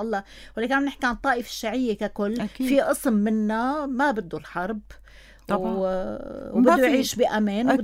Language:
North Levantine Arabic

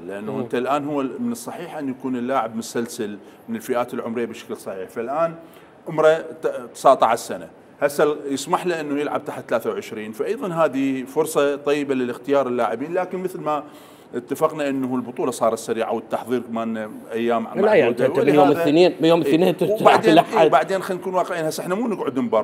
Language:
Mesopotamian Arabic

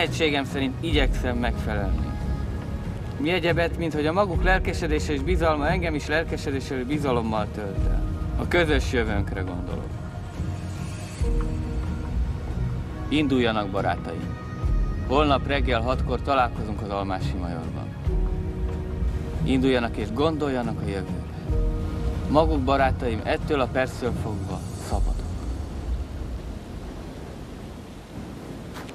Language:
Hungarian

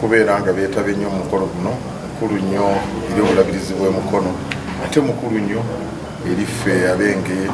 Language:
Ganda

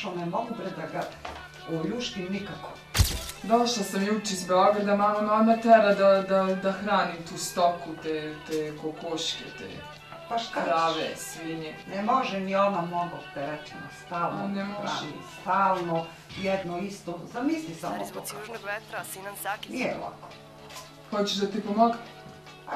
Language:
Serbian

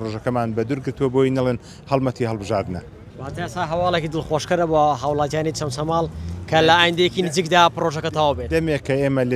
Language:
Central Kurdish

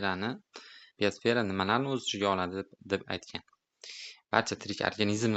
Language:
Uzbek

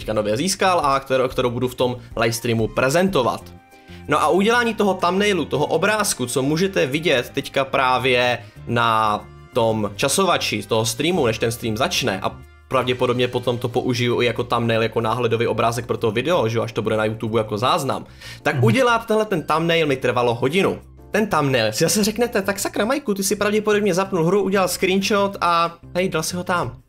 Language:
Czech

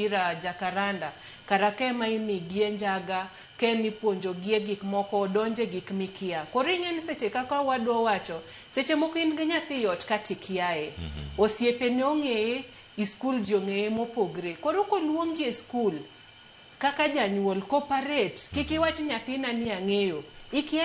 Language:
Luo (Kenya and Tanzania)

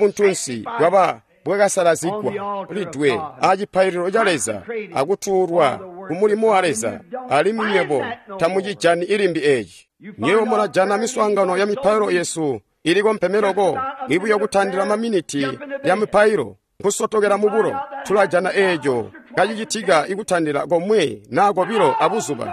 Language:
Tonga (Zambia)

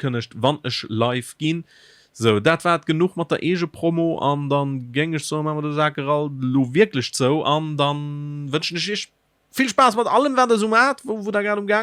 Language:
Luxembourgish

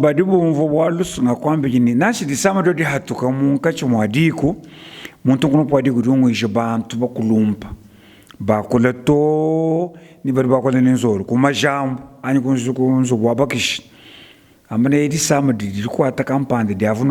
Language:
Luba-Lulua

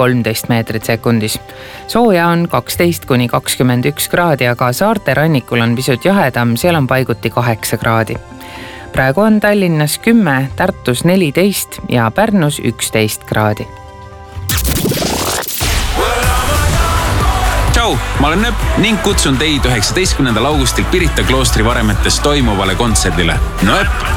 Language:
Estonian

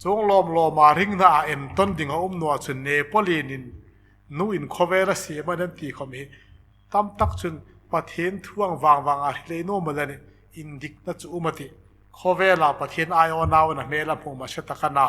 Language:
Hmar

